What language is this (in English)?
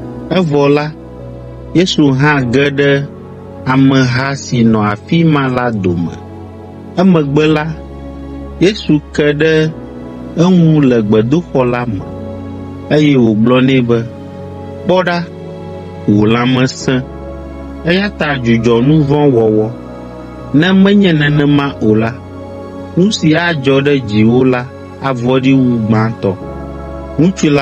Ewe